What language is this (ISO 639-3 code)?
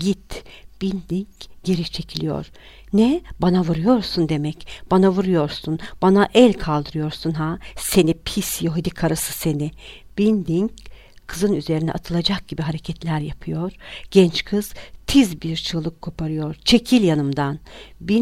tur